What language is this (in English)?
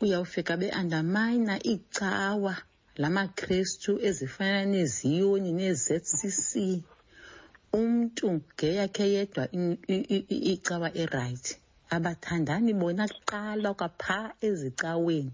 Xhosa